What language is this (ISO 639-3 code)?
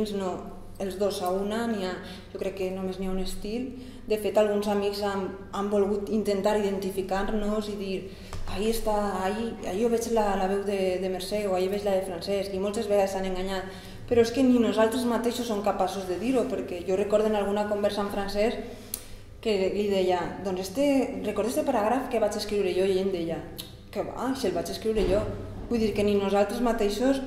cat